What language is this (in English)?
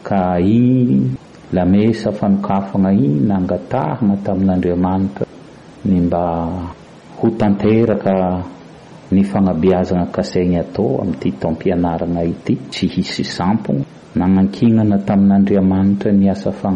Malagasy